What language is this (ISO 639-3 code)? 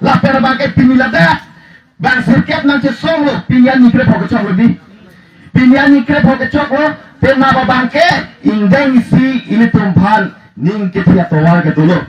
mjw